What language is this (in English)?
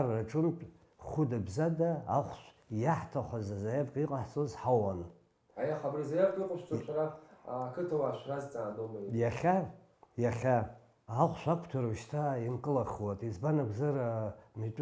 Abkhazian